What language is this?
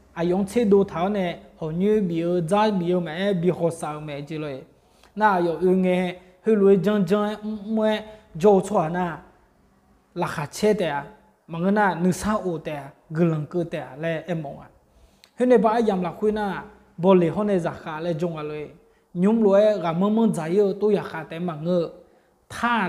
Akha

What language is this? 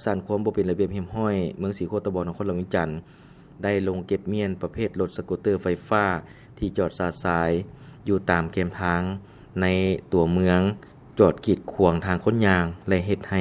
Lao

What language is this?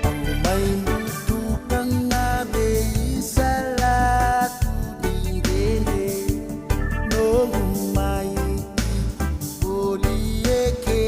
Fijian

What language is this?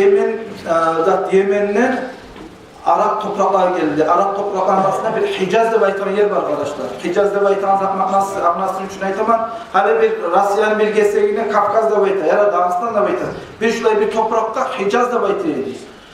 Kumyk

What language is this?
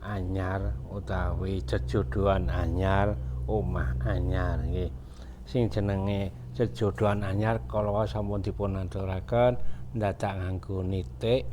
Javanese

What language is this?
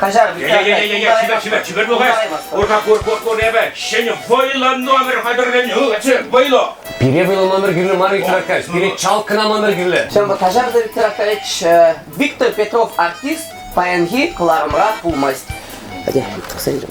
Chuvash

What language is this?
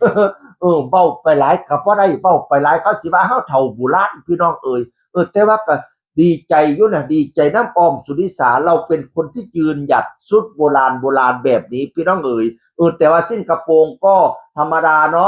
Northeastern Thai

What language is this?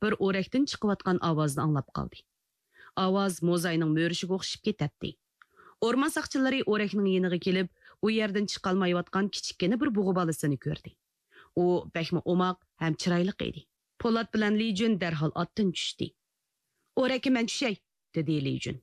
Uyghur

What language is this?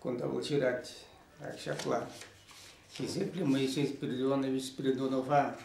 Chuvash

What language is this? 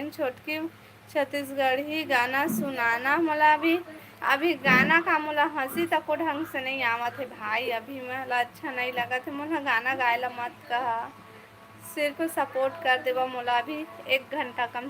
Chhattisgarhi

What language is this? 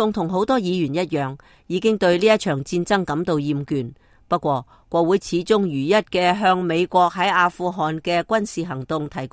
Cantonese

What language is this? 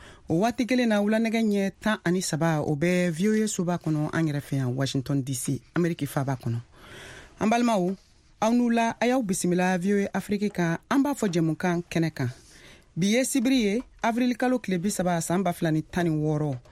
Bambara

